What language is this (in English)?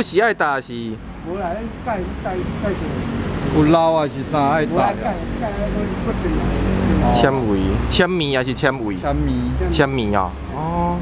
Min Nan Chinese